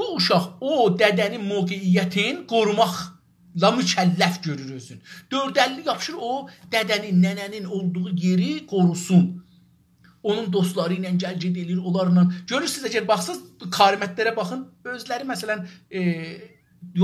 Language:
South Azerbaijani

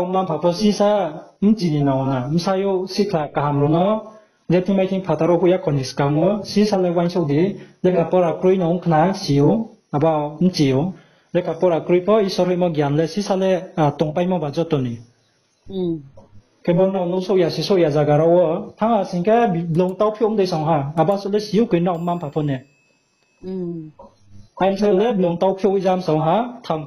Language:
Riang (India)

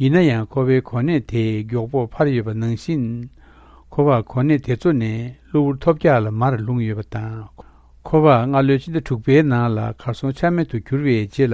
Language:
Tibetan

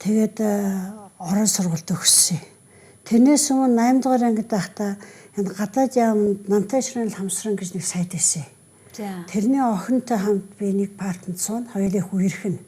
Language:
Mongolian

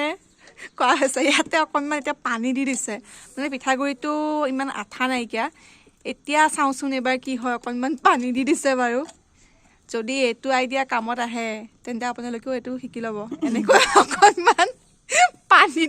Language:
Assamese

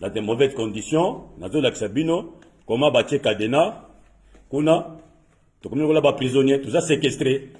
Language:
Lingala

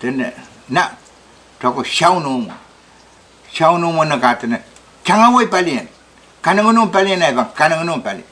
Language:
Pohnpeian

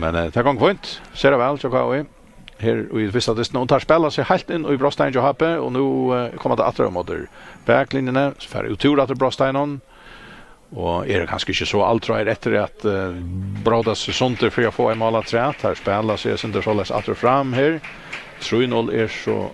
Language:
Faroese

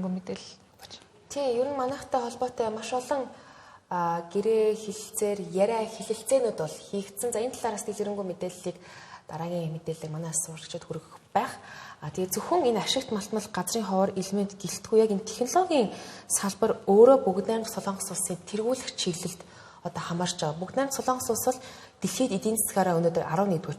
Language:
Mongolian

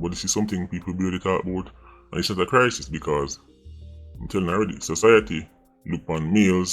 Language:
Jamaican Creole English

